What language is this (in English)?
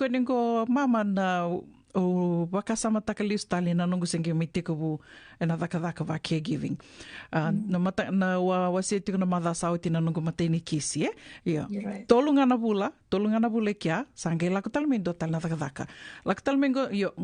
Fijian